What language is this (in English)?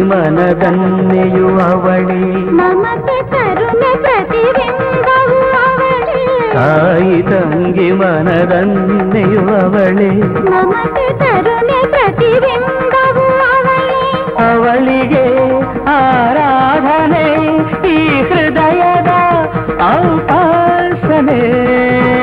Kannada